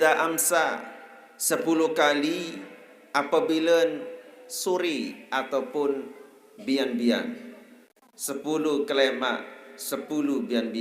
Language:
Sasak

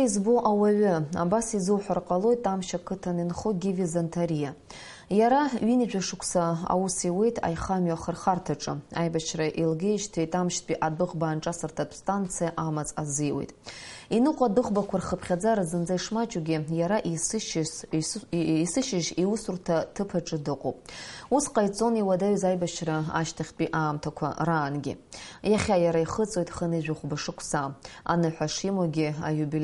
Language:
Abkhazian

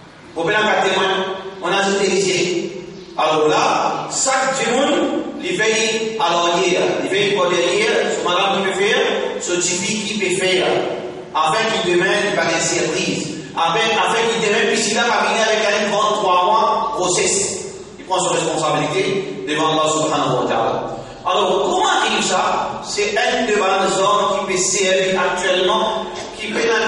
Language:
Morisyen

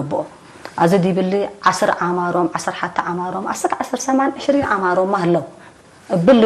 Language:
Tigre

